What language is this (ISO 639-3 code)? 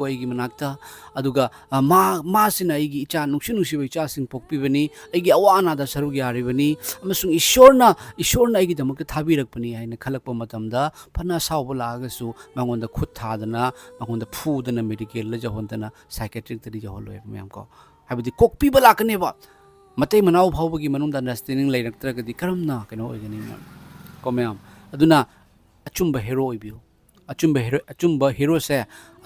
mni